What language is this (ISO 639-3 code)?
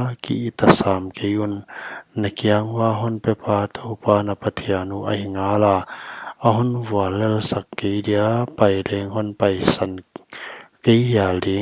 pck